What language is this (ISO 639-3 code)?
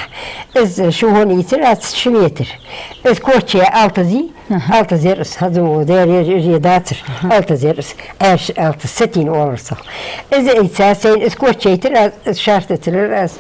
inh